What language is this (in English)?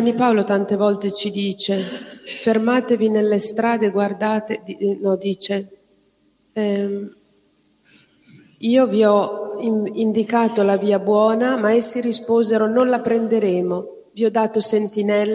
Italian